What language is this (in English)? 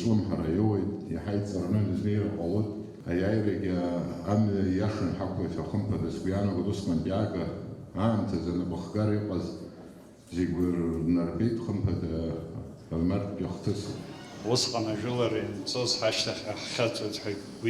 Abkhazian